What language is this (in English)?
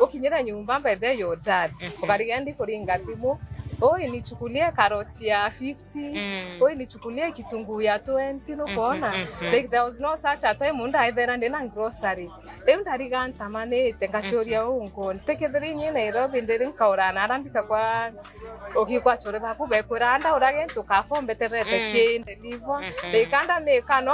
Meru